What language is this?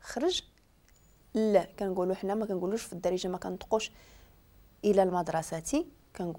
Moroccan Arabic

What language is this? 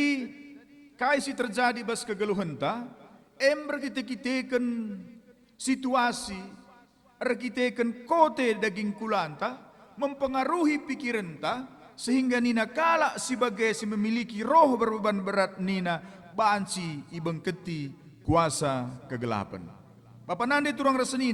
Batak Karo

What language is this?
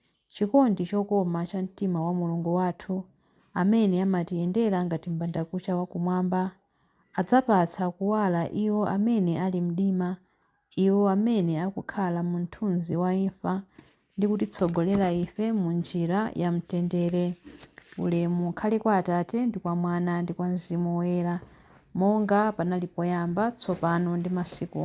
Nyanja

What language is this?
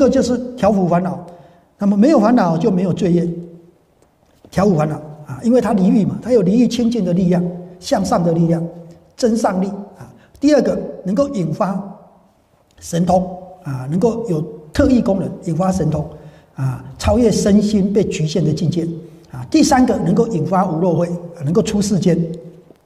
Chinese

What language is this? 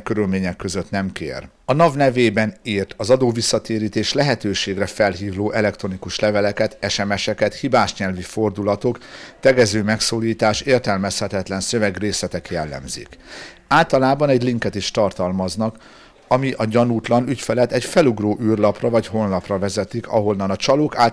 Hungarian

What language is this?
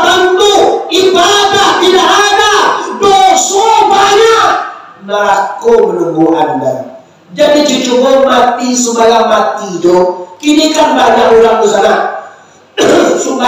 Minangkabau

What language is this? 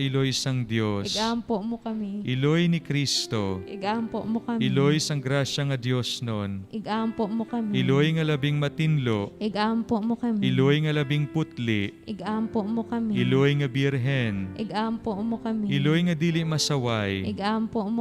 Hiligaynon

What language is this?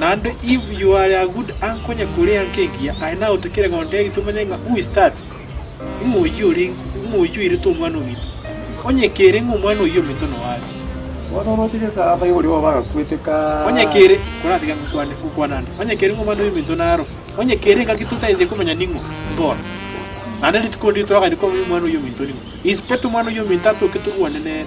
Gusii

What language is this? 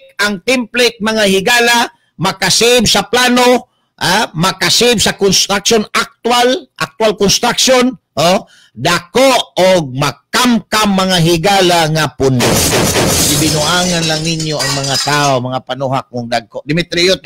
Cebuano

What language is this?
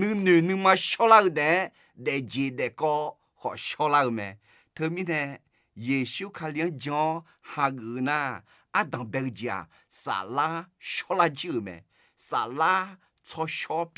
Akha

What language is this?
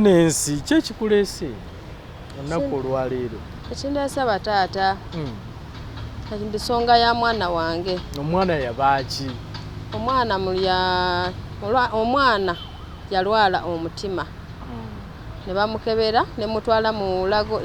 Ganda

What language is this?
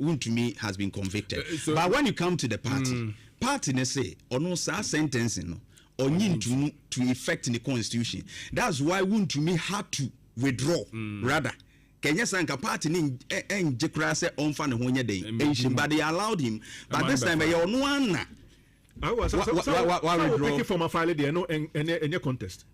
Akan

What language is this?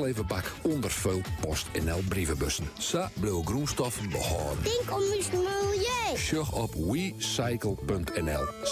Western Frisian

